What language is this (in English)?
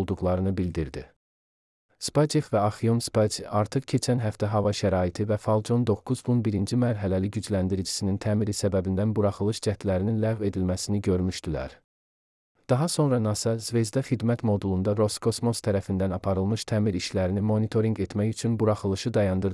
Azerbaijani